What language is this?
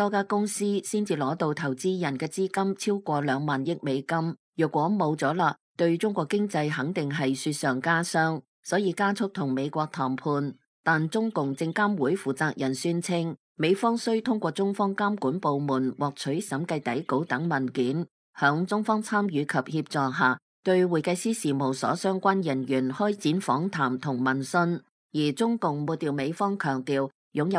Cantonese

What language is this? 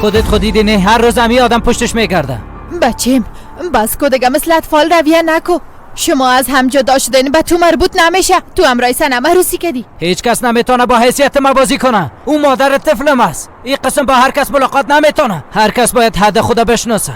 Persian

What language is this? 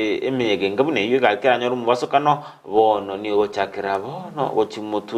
Gusii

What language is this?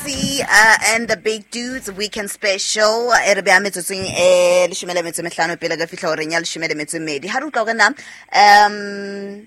Southern Sotho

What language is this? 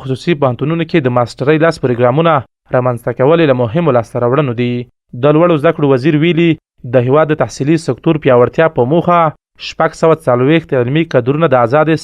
Pashto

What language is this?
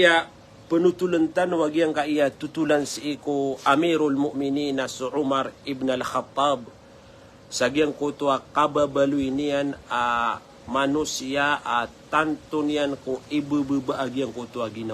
Maranao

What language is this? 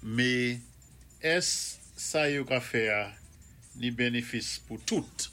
Saint Lucian Creole French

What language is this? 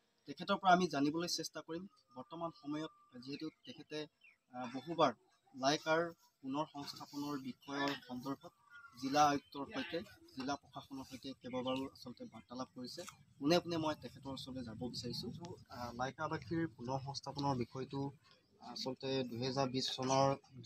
Assamese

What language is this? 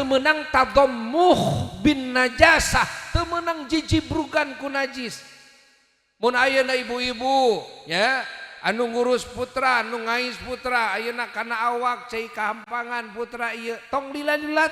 Sundanese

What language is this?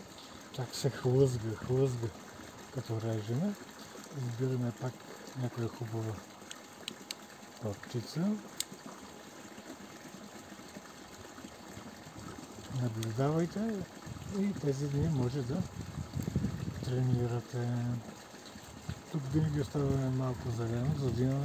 Bulgarian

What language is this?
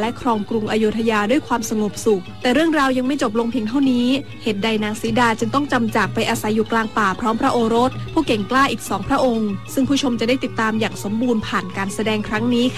Thai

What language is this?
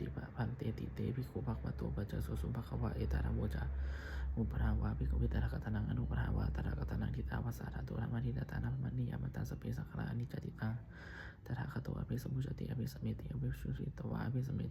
Pali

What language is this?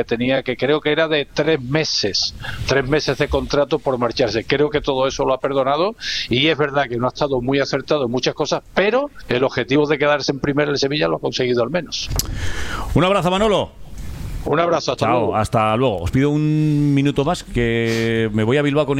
Spanish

